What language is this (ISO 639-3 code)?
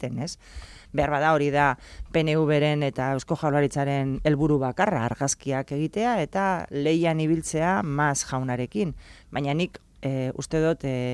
eus